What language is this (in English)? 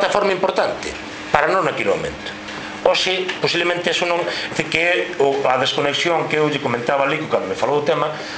Galician